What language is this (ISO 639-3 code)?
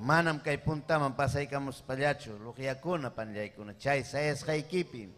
quy